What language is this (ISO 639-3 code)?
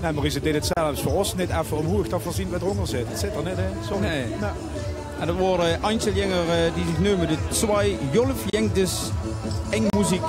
lim